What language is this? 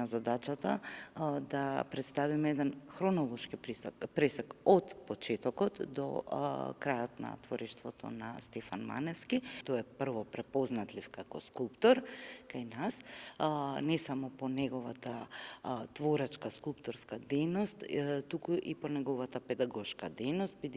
Macedonian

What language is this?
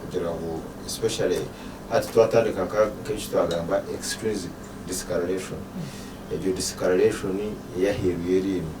Nyankole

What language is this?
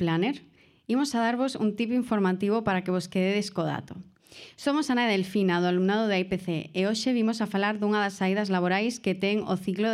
Galician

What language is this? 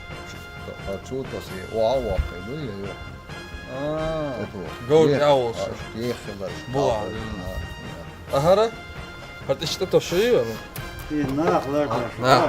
Chechen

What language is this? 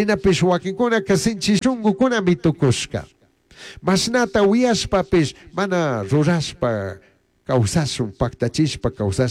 Chimborazo Highland Quichua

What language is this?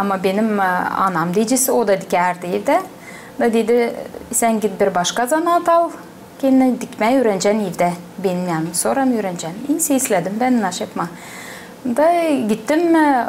Gagauz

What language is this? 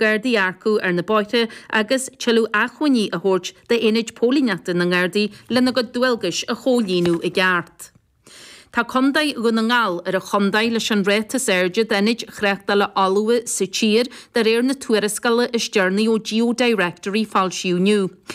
Irish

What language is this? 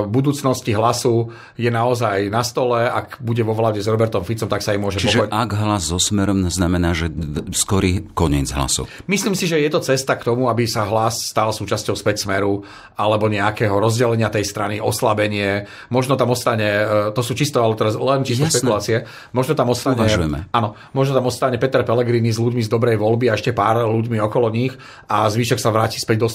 Slovak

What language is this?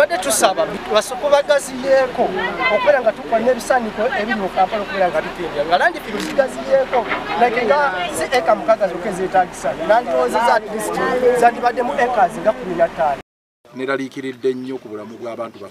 Ganda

